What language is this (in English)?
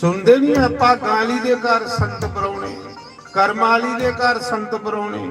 Dogri